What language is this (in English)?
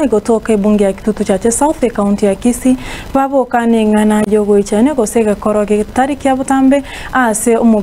Gusii